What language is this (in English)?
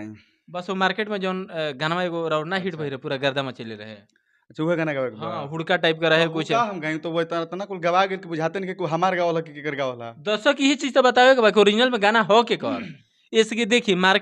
Bhojpuri